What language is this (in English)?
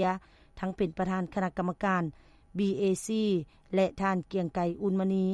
Lao